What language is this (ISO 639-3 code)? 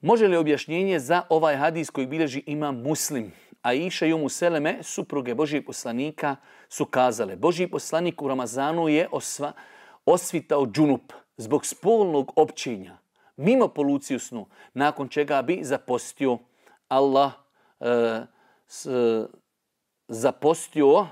bos